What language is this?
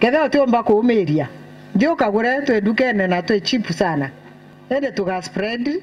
Meru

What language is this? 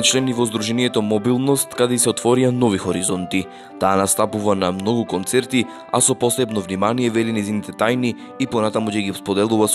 Macedonian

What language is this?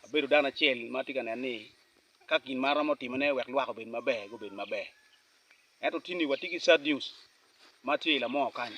Acoli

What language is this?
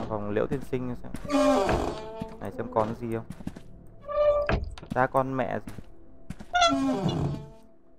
Vietnamese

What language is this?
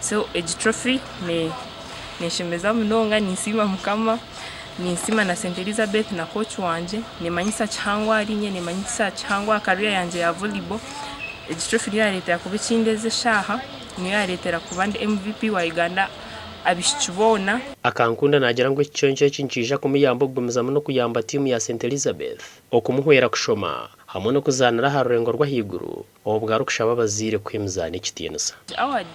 Nyankole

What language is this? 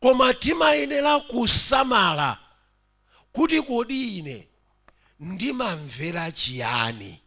Nyanja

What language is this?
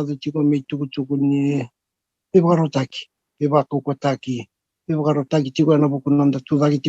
Fijian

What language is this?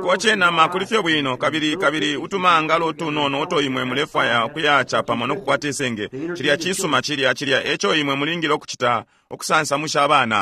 Bemba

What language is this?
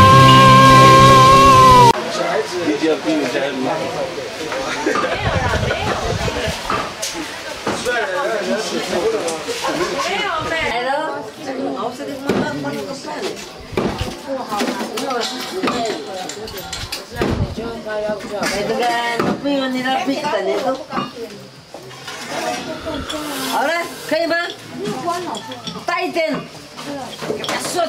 Chinese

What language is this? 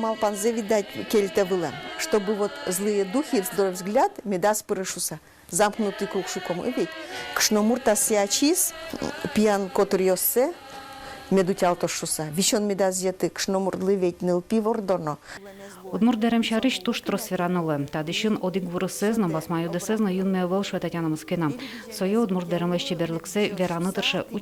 Udmurt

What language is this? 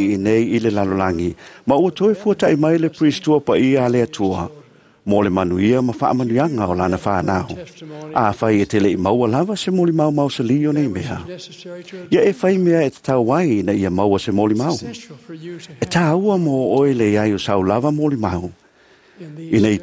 Samoan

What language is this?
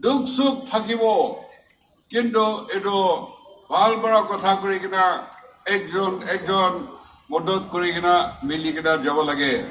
Naga Pidgin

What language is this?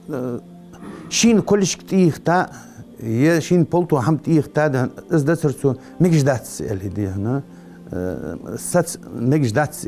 Ingush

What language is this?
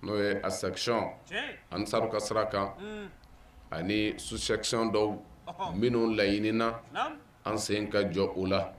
Bambara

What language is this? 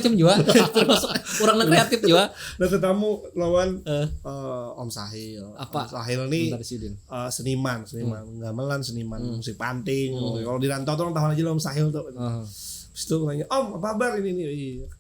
Banjar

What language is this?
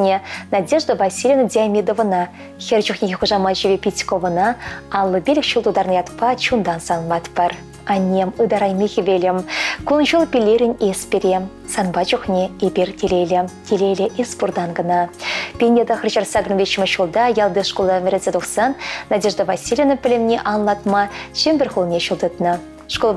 Chuvash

